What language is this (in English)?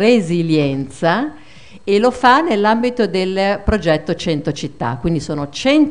Italian